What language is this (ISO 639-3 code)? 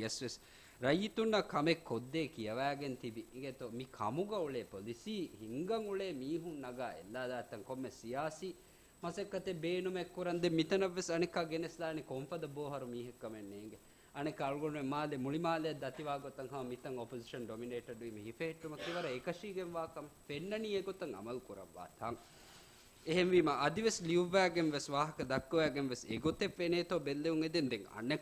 div